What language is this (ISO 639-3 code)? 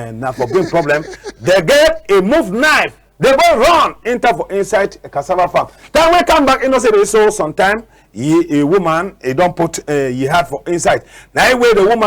wes